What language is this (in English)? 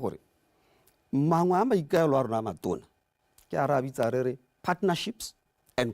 Tswana